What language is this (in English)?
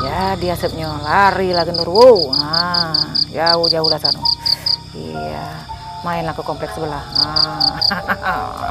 Musi